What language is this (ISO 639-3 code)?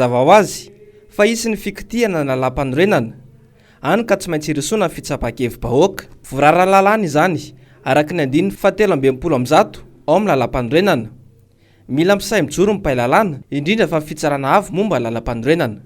mlg